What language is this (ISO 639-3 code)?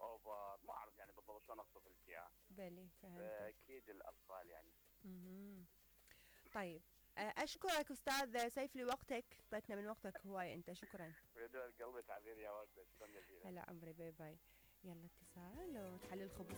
acm